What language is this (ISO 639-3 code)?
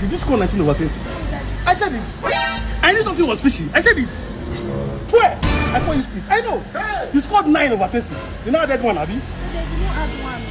pcm